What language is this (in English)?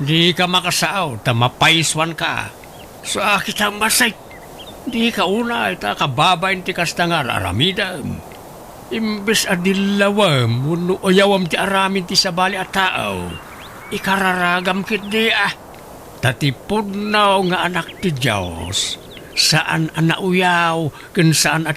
Iloko